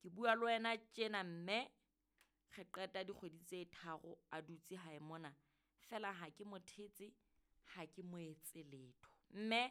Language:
Southern Sotho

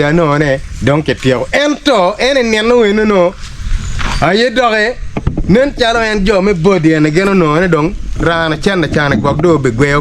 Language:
Acoli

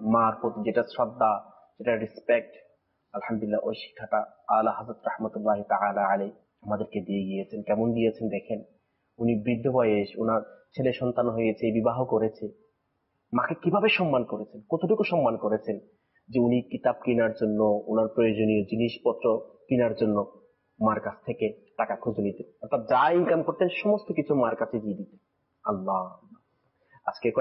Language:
Bangla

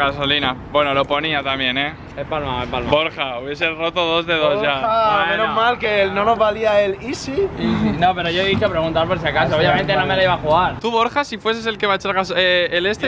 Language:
Spanish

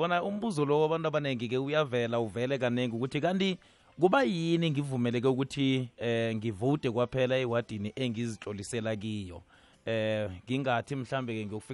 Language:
South Ndebele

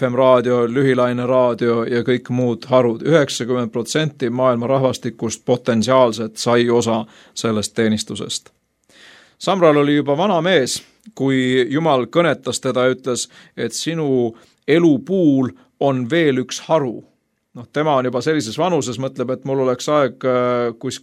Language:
Estonian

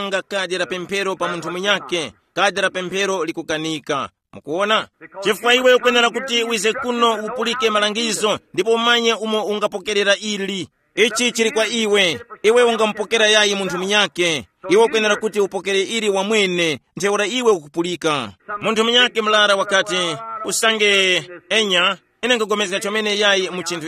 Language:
Tumbuka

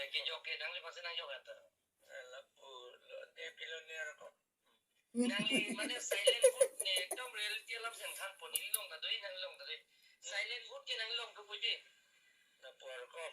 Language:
Karbi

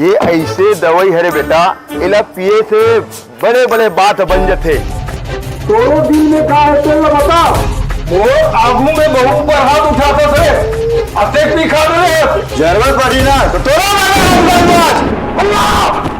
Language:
Chhattisgarhi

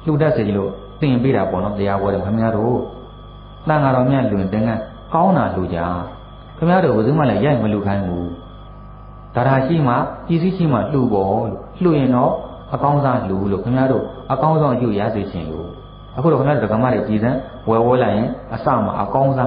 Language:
Burmese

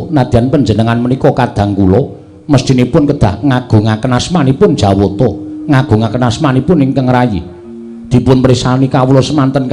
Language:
Javanese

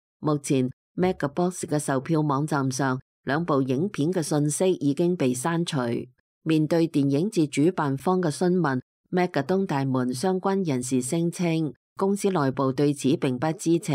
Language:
Cantonese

